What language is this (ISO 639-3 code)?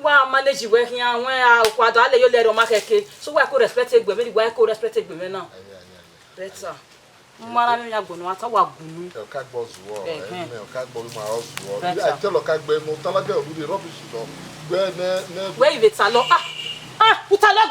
bin